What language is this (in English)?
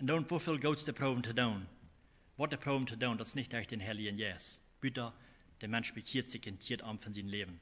Plautdietsch